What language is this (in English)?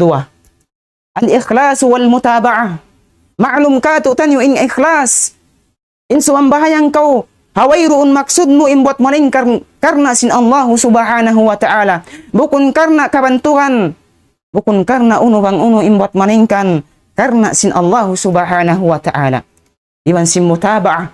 Tausug